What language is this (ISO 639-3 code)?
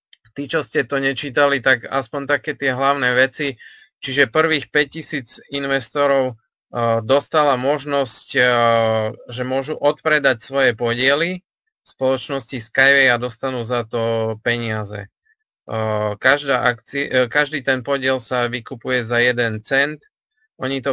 slk